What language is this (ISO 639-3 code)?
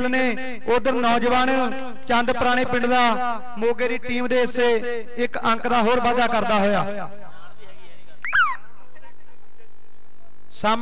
pan